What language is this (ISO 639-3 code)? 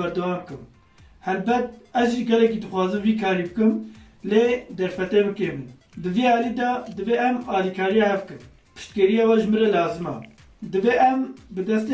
kur